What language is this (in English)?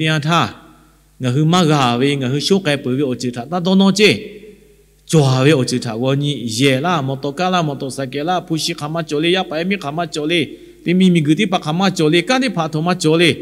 Lahu